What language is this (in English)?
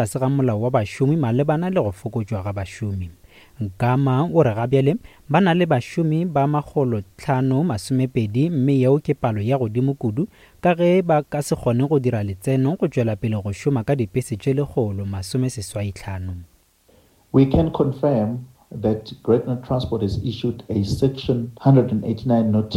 Northern Sotho